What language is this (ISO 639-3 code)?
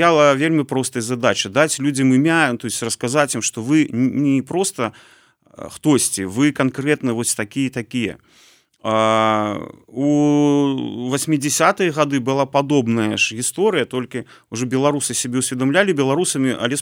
bel